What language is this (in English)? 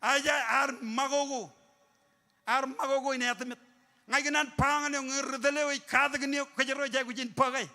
Marshallese